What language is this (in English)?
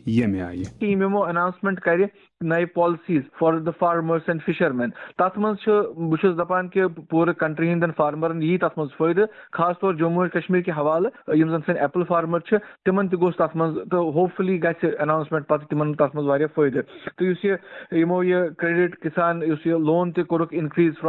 Kashmiri